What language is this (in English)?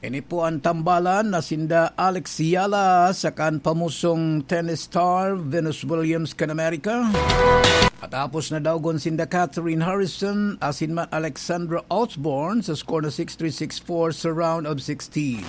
Bikol